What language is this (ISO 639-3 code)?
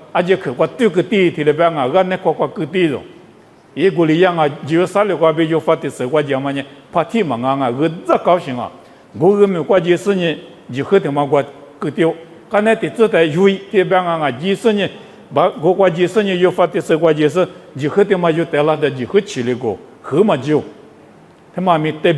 lis